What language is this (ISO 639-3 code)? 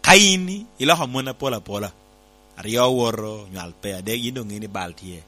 laj